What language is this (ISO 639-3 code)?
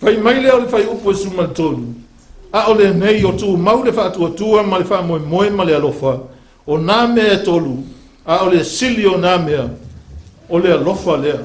smo